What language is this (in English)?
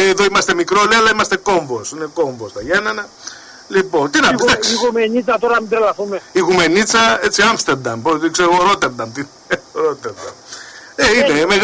Greek